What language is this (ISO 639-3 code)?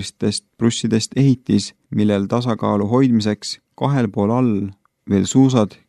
est